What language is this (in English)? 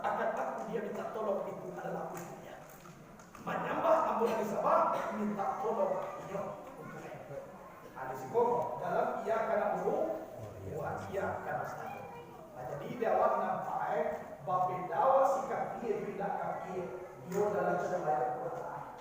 Minangkabau